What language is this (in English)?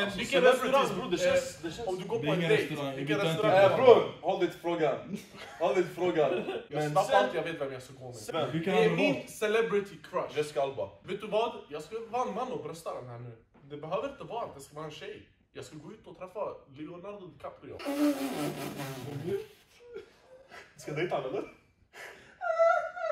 Swedish